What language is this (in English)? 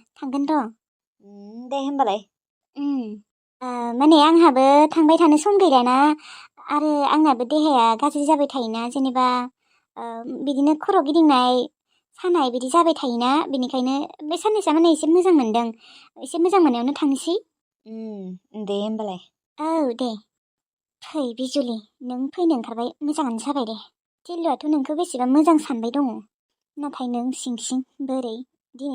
Bodo